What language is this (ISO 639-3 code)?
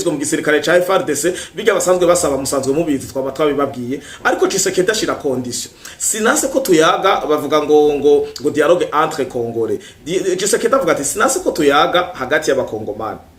run